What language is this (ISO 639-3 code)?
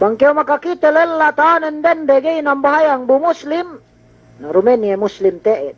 yka